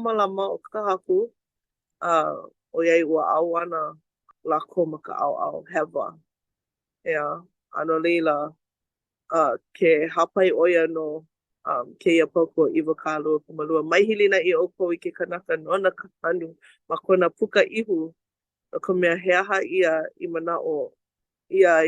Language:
Hawaiian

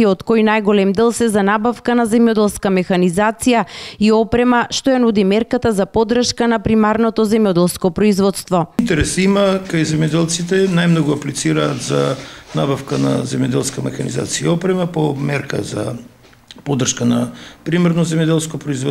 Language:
Macedonian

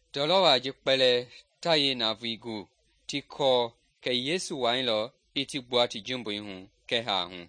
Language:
Mende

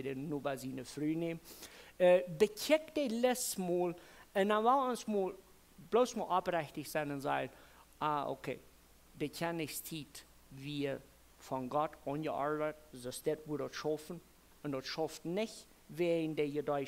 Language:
Plautdietsch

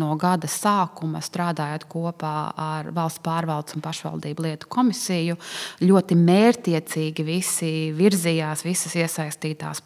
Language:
Latvian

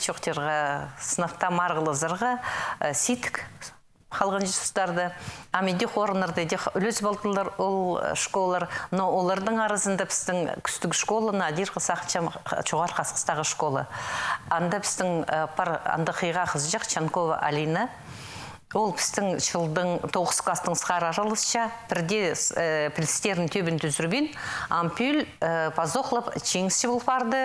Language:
Khakas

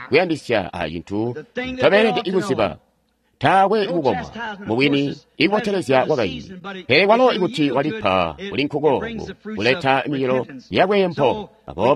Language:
Tonga (Zambia)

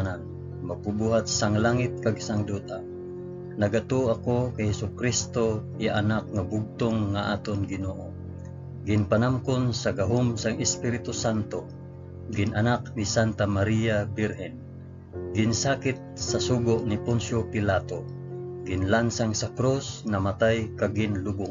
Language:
Hiligaynon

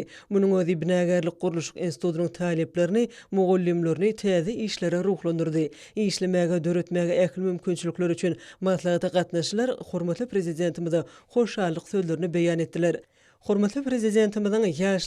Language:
Turkmen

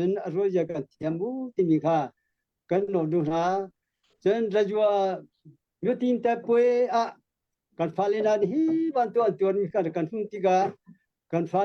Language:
Hakha Chin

